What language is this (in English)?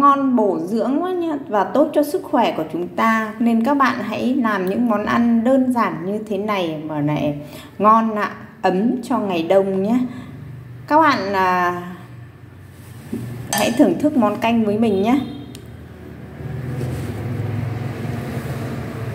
Vietnamese